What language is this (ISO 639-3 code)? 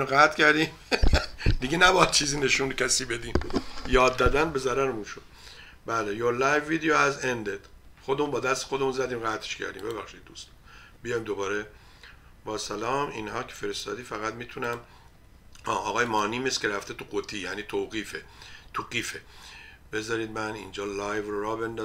fas